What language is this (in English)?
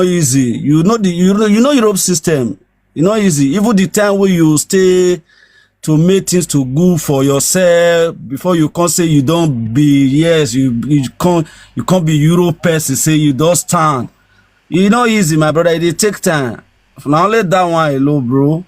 Nigerian Pidgin